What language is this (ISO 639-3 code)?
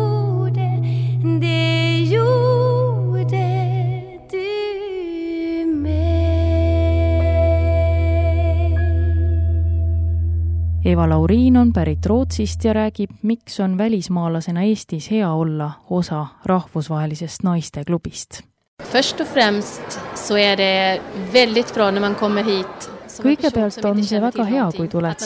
est